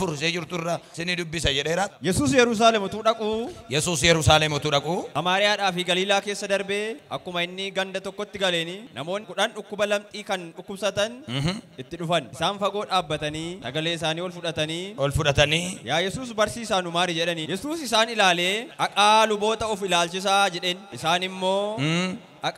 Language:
Oromo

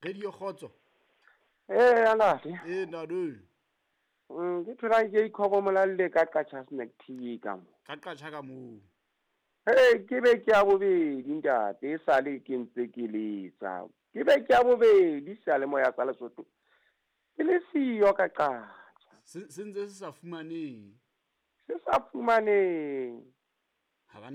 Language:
Southern Sotho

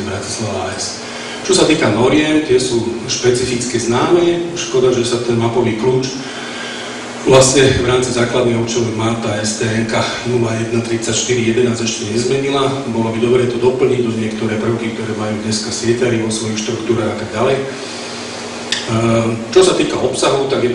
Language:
Slovak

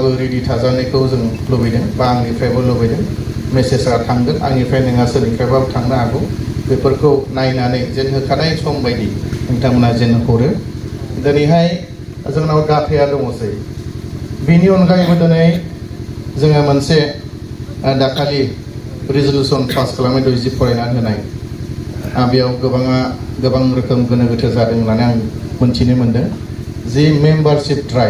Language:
Bodo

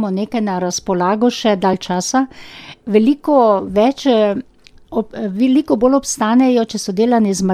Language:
Slovenian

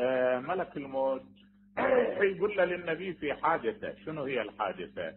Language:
Mesopotamian Arabic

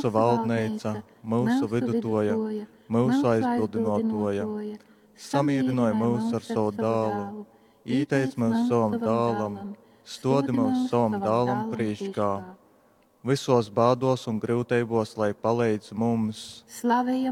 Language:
Latgalian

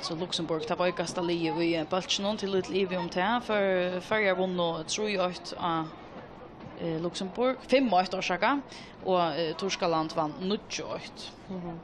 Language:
Faroese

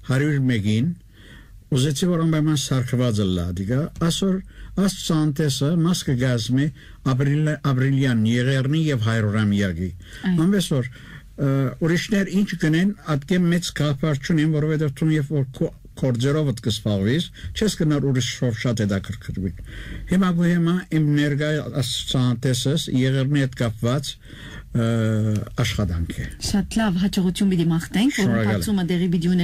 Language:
Armenian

